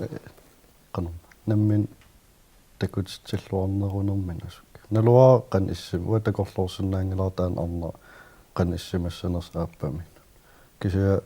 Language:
Kalaallisut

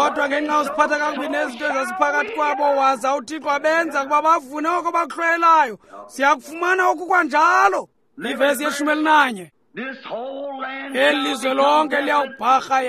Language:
Xhosa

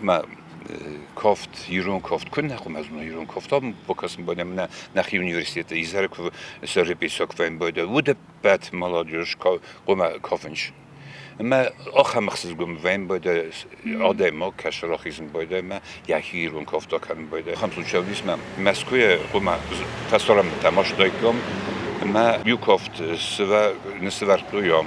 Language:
Ossetic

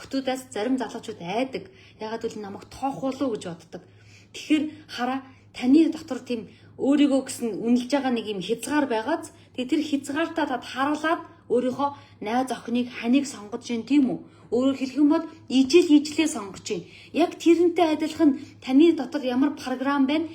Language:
Mongolian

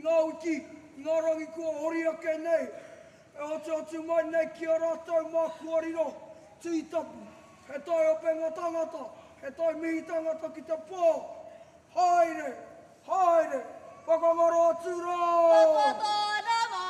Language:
Māori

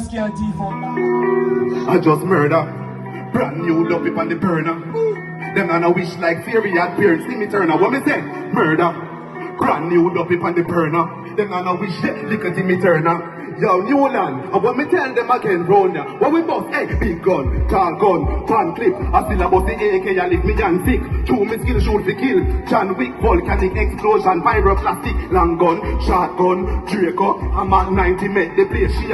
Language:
Jamaican Creole English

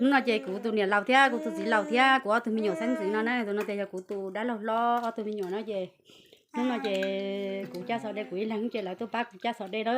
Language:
Hmong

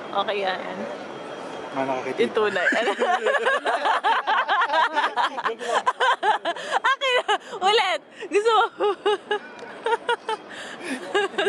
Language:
Filipino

